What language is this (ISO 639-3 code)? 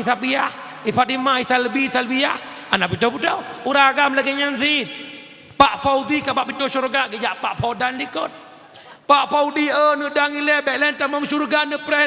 ace